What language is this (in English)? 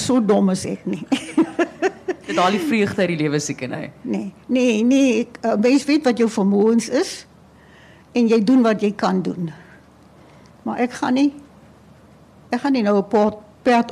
Afrikaans